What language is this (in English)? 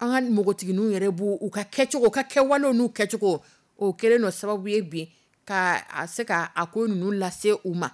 Dyula